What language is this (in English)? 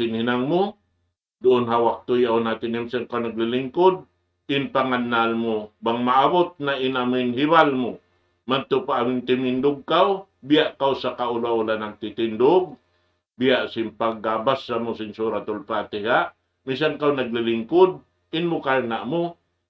Tausug